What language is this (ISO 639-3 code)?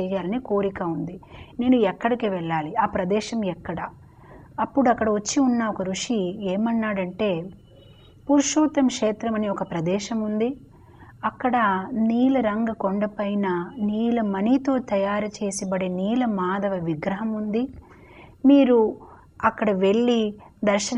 tel